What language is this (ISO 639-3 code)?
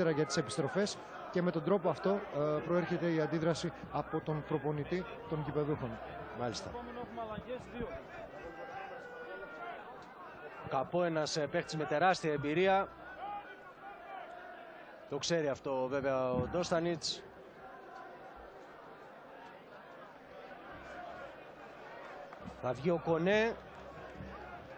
ell